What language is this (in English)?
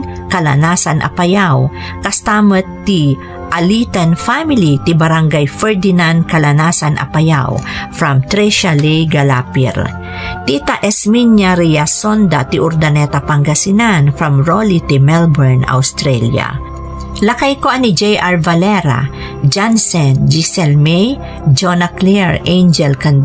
Iloko